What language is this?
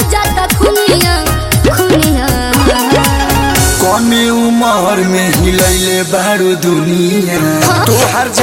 Bhojpuri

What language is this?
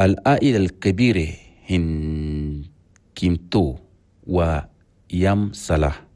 Chadian Arabic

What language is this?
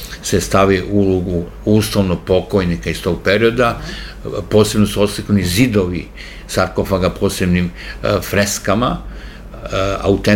Serbian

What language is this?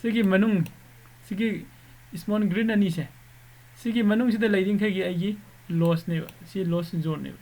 Manipuri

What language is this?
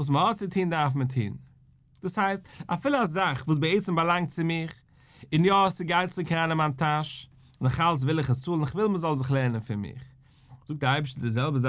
Yiddish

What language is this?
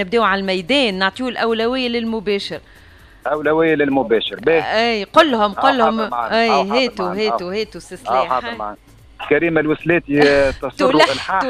Tunisian Arabic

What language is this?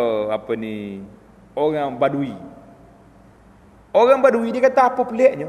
Malay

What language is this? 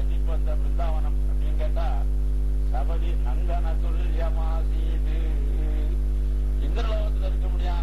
Tamil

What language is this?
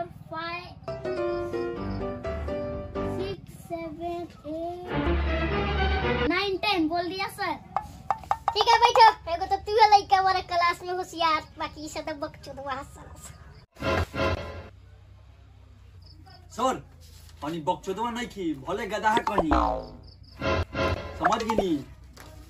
Bhojpuri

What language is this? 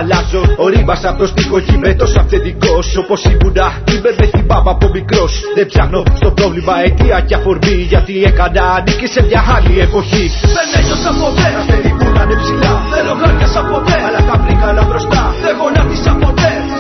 Greek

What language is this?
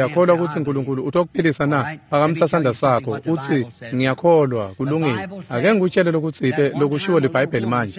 Swati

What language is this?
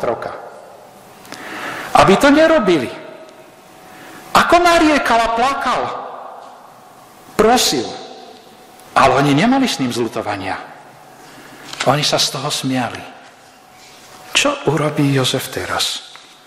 Slovak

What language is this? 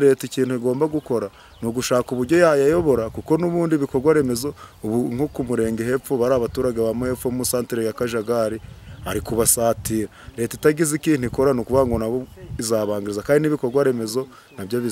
Kinyarwanda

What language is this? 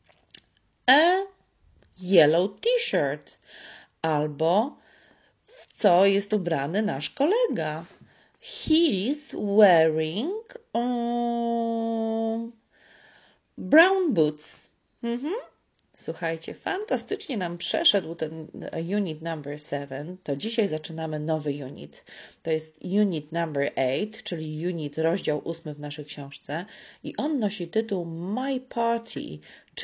Polish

